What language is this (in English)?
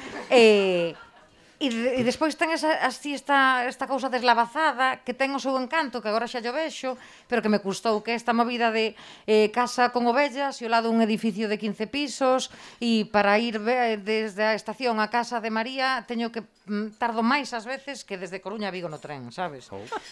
Galician